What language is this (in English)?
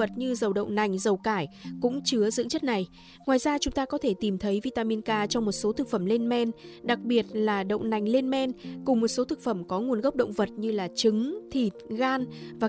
Vietnamese